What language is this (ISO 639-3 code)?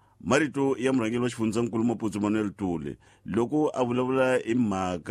tso